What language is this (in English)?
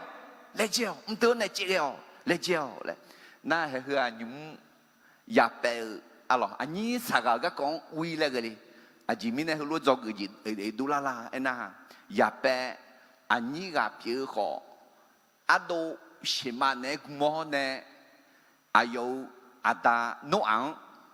Akha